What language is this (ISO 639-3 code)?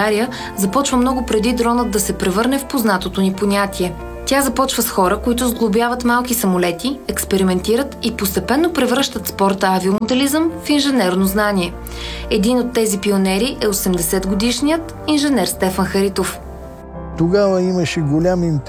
bul